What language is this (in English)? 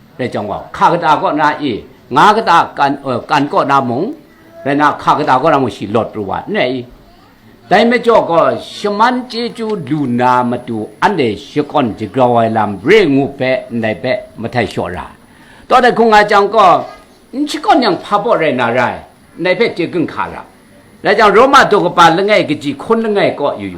Kachin